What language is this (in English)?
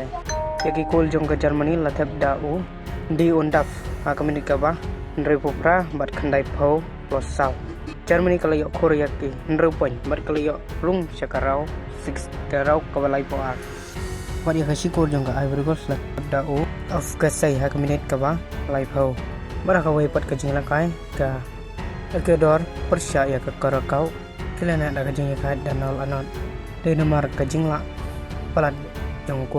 Khasi